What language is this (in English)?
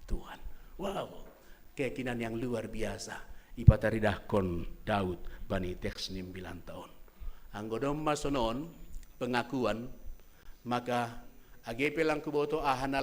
Batak Simalungun